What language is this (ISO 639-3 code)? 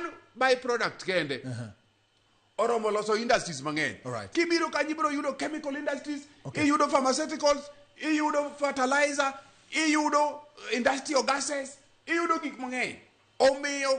luo